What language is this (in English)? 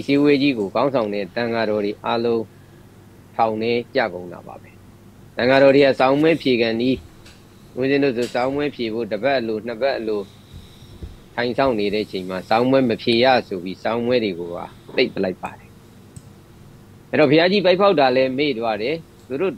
Burmese